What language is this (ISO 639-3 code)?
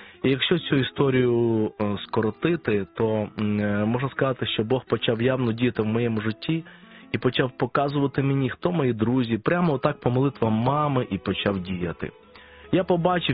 ukr